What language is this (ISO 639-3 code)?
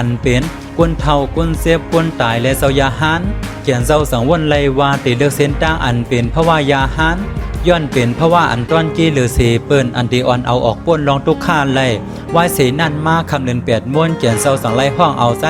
shn